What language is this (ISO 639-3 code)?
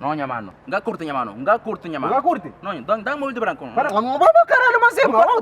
kea